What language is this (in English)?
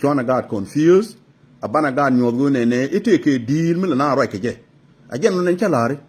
Nuer